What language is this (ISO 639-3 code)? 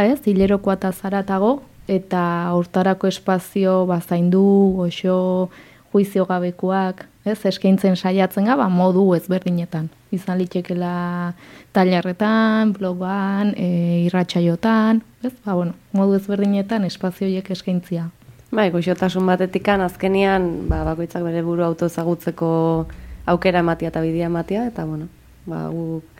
eus